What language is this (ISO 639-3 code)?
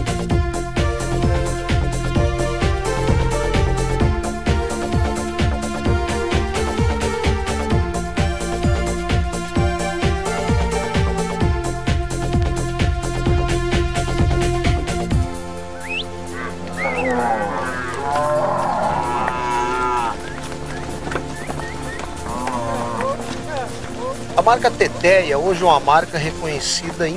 por